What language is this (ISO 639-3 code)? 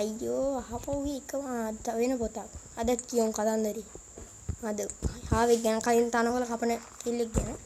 sin